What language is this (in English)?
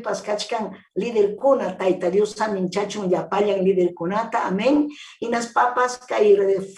Ayacucho Quechua